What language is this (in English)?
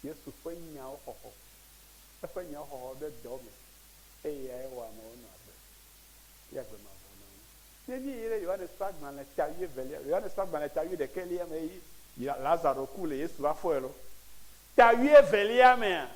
Ewe